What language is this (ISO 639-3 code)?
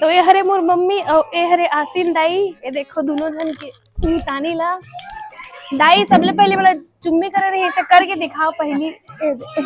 hne